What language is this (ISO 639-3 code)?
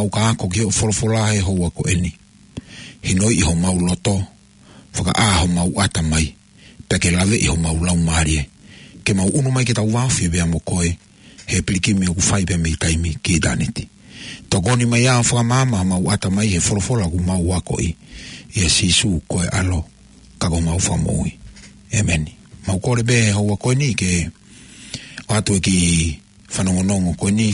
ton